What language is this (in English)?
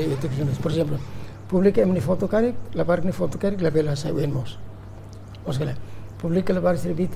Tetum